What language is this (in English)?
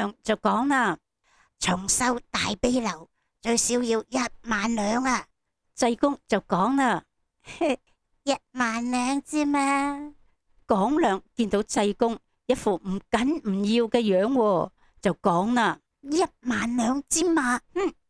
Cantonese